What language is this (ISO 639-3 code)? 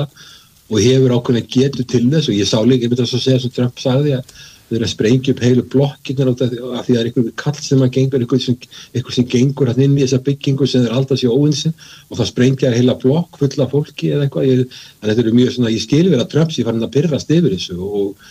isl